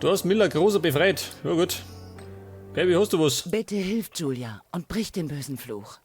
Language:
Bavarian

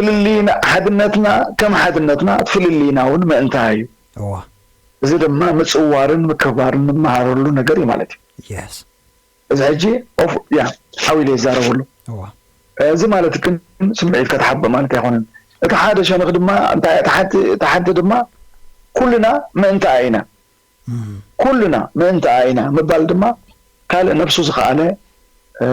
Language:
Tigrinya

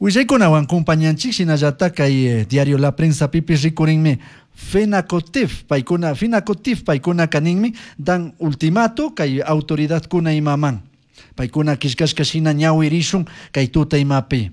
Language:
Chimborazo Highland Quichua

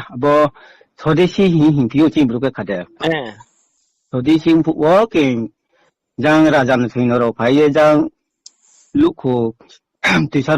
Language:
Riang (India)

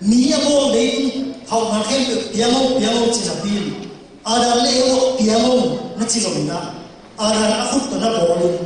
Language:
Tedim Chin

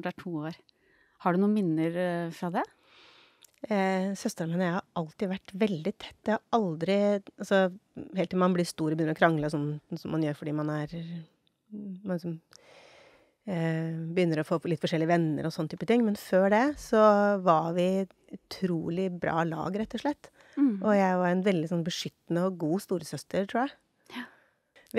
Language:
Norwegian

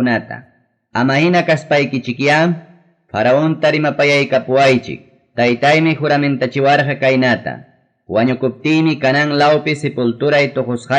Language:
Ayacucho Quechua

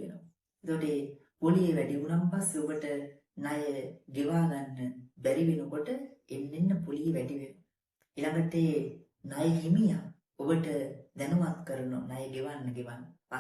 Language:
Sinhala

